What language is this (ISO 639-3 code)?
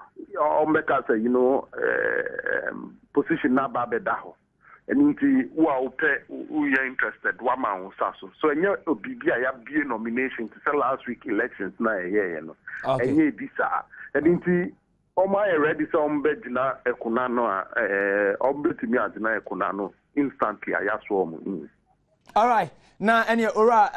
aka